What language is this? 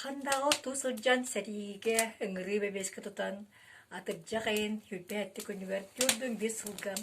Yakut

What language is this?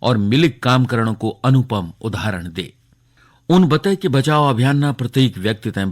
Garhwali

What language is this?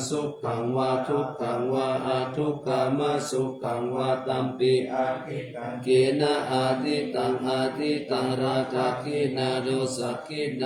Pali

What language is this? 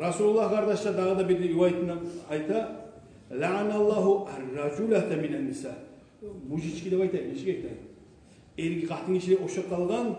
Kumyk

